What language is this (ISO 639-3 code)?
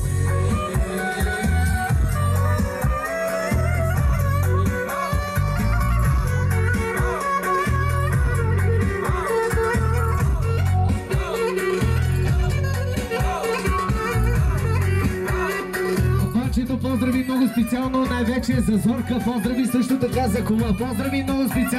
bul